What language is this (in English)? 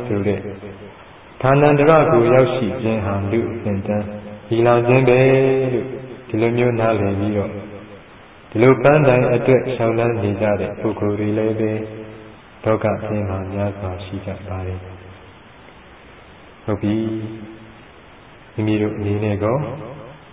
Burmese